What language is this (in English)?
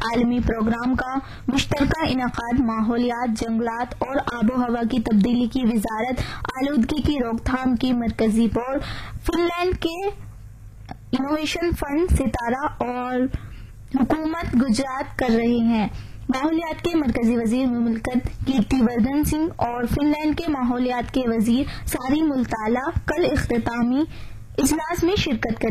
Urdu